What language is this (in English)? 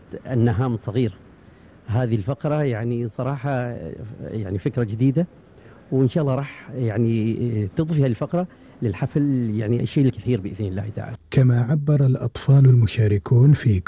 Gulf Arabic